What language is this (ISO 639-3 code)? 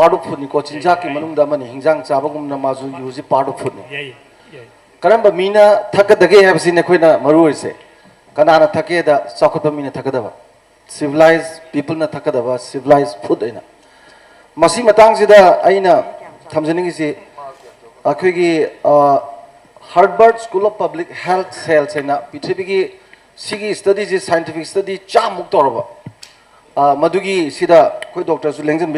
mni